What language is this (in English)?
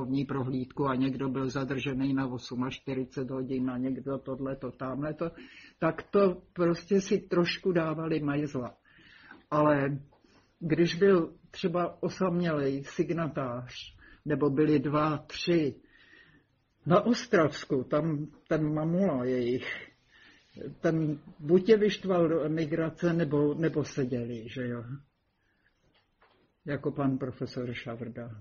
Czech